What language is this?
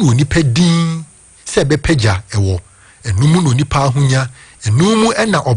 Akan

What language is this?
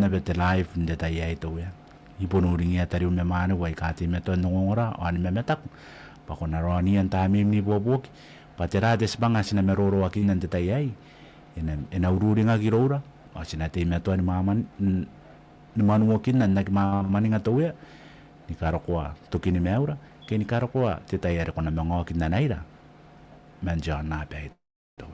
Gilbertese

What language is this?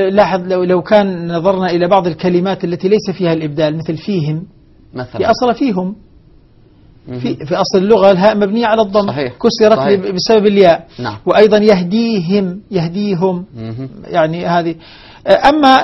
Arabic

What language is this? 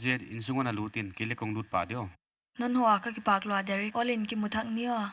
Paite Chin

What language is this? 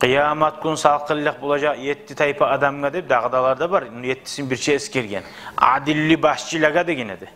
Kumyk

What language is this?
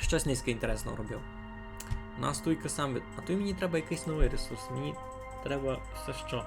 Rusyn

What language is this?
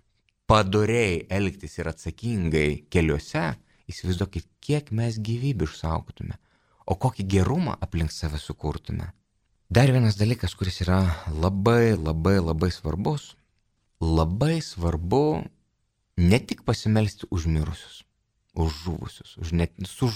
Lithuanian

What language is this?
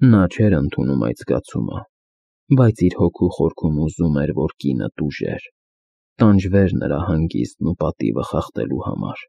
Armenian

